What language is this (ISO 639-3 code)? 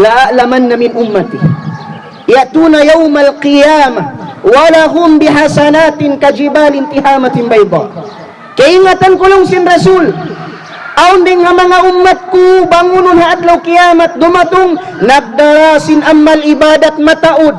tsg